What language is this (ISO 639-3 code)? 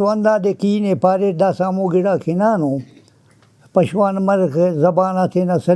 brh